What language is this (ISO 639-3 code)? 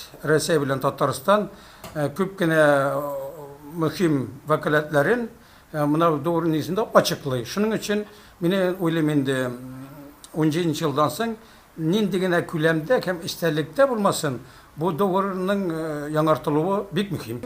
tat